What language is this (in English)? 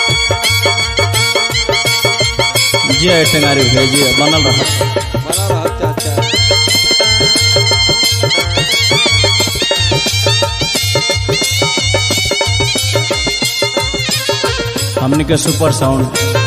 Bhojpuri